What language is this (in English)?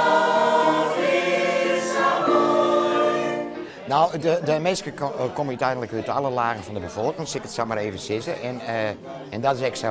Western Frisian